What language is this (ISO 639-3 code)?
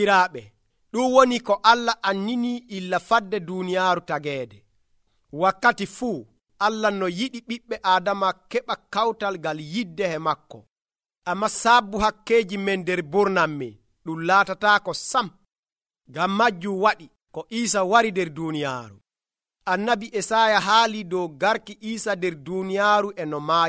fuv